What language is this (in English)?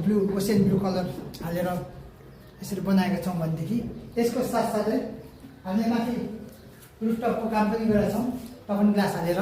Nepali